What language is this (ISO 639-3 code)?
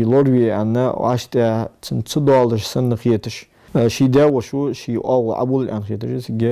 inh